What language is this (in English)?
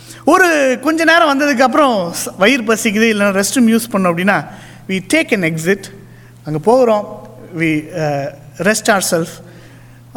Tamil